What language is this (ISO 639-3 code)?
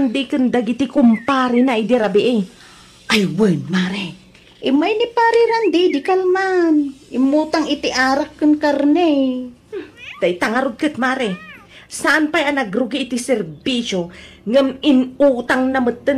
ilo